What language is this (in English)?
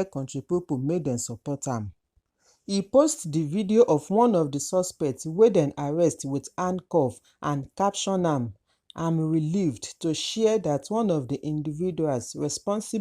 Nigerian Pidgin